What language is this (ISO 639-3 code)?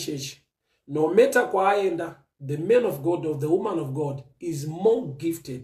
sna